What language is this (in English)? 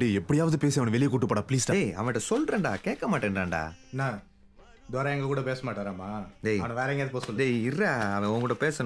Tamil